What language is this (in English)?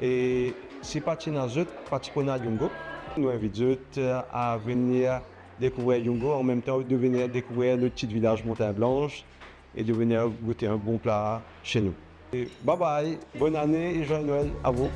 Morisyen